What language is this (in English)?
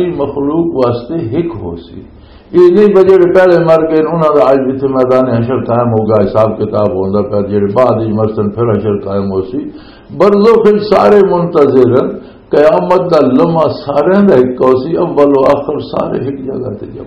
Western Panjabi